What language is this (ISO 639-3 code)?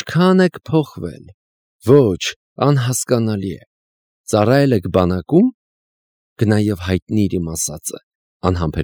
hye